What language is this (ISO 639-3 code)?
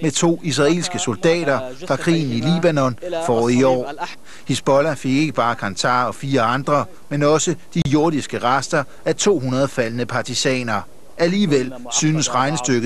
dan